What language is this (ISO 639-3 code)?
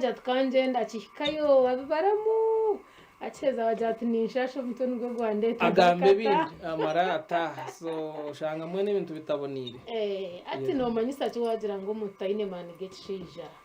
nyn